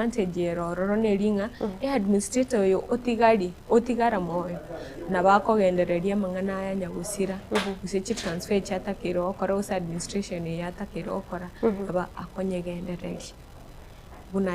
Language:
Gusii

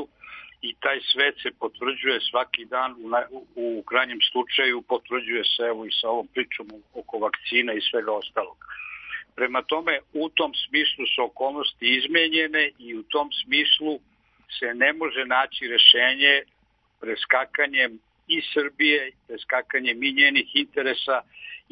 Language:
Serbian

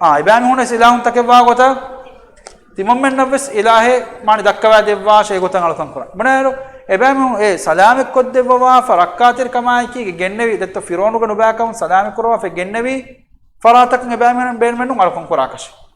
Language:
Divehi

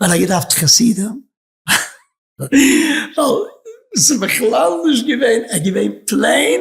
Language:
Yiddish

